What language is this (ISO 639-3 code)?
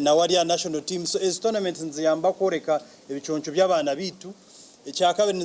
nyn